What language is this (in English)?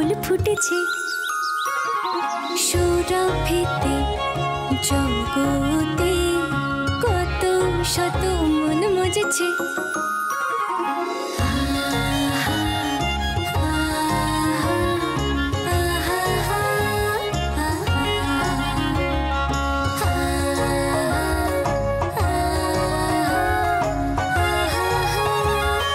Bangla